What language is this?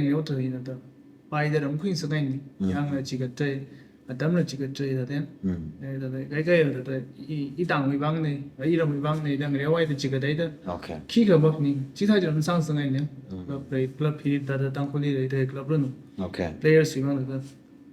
Tangkhul Naga (India)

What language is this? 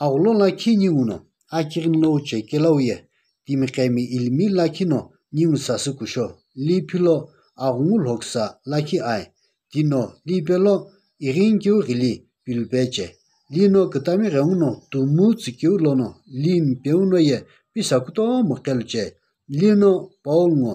Sumi Naga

